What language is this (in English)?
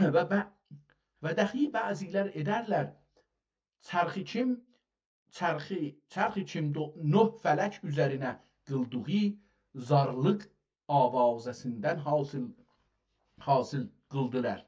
South Azerbaijani